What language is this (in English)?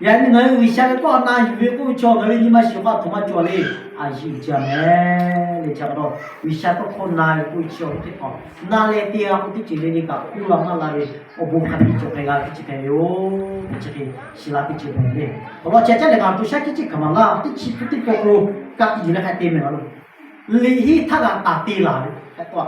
Lahu